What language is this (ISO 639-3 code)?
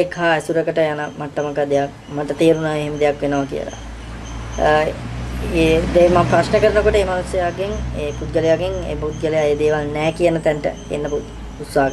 sin